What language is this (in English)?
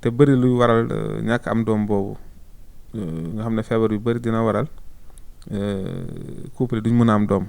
Wolof